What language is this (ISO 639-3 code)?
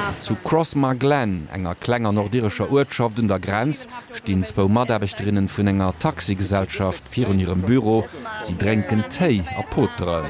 ltz